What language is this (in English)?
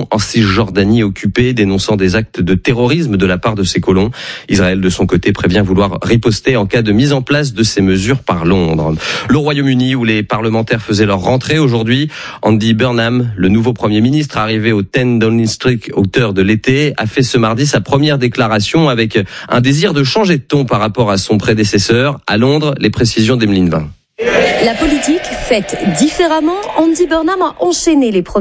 French